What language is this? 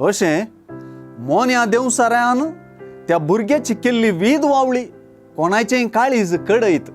Konkani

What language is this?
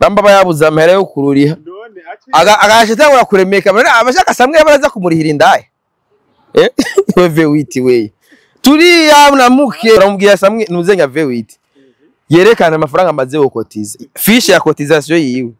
Rundi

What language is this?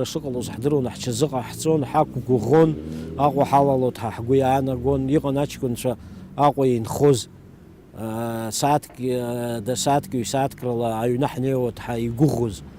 Abkhazian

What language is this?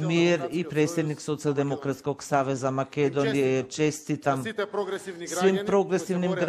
Macedonian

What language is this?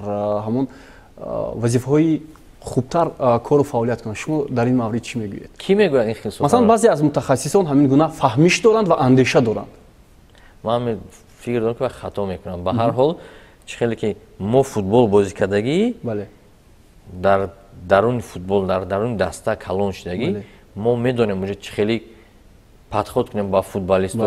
Tajik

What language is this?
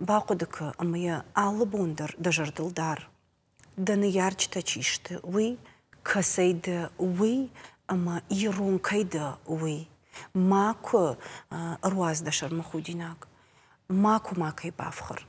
Ossetic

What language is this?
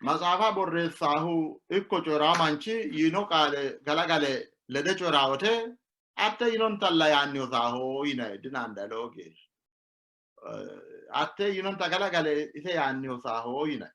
Sidamo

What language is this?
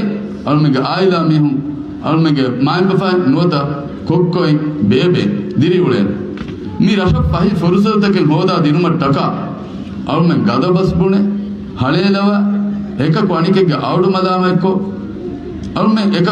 Divehi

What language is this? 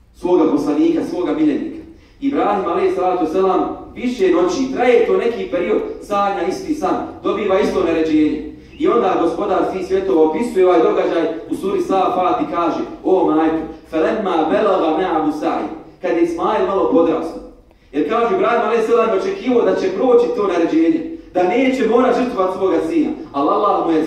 Bosnian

